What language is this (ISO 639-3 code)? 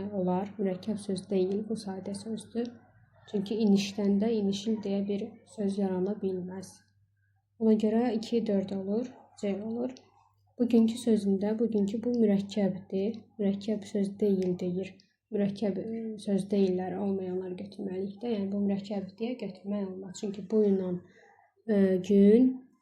aze